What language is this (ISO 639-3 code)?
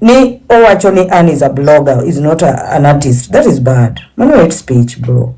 luo